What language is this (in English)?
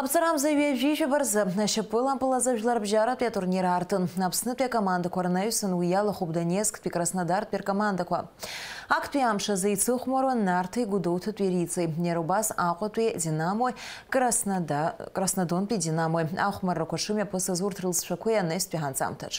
Abkhazian